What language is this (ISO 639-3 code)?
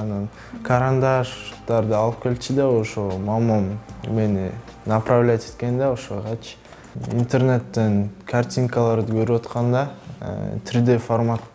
kir